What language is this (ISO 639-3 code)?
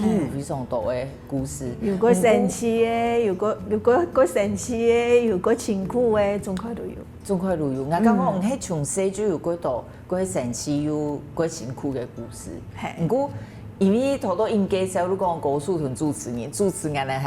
hak